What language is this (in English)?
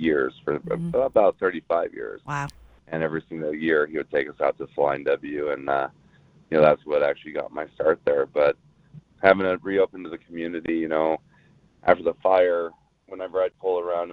English